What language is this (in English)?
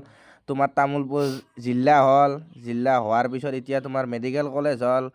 Assamese